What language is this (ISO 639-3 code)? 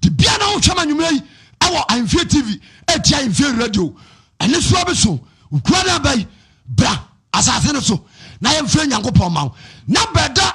aka